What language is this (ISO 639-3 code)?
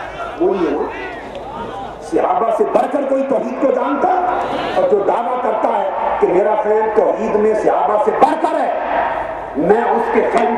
urd